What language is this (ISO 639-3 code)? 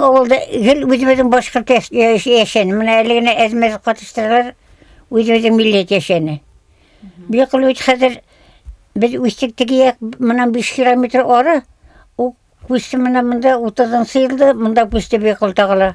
bak